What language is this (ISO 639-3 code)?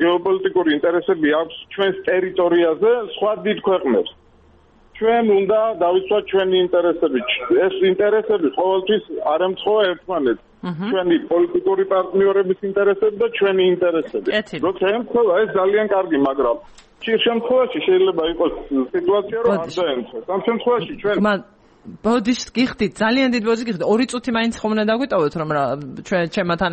kat